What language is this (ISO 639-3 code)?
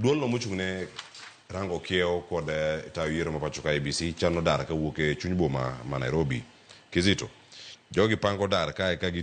luo